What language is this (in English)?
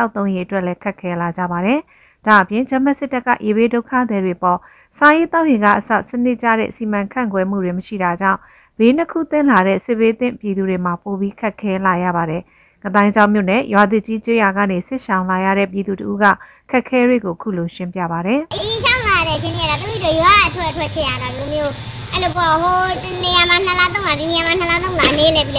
Burmese